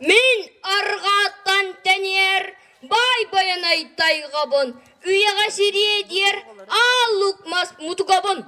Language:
Yakut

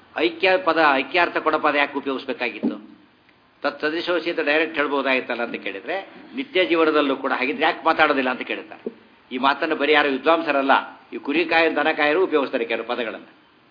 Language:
Kannada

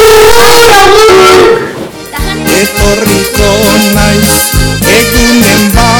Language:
Basque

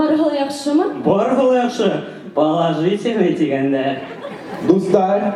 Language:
Bashkir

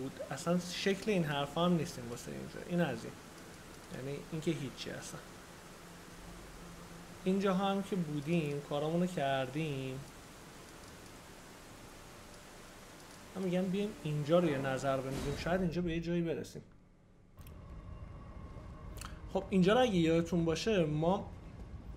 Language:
Persian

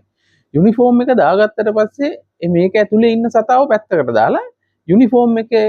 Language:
Sinhala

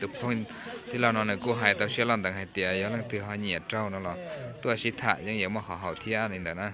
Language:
Hmong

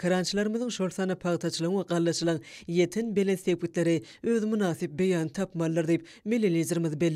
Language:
Turkmen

